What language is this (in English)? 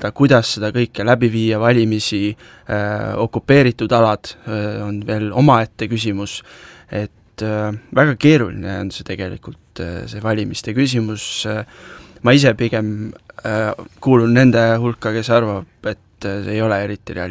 Estonian